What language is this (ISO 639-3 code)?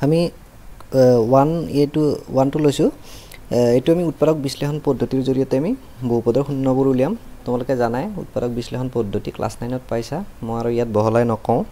asm